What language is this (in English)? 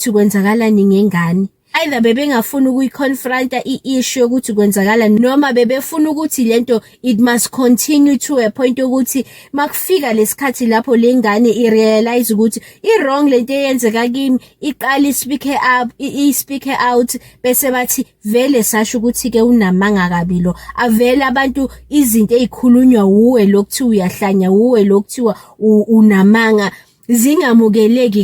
Zulu